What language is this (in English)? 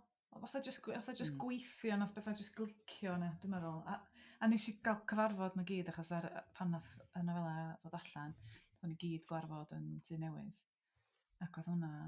Welsh